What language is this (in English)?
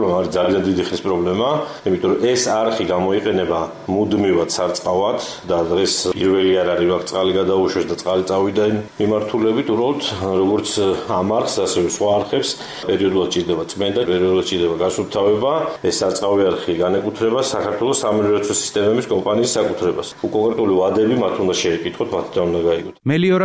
Georgian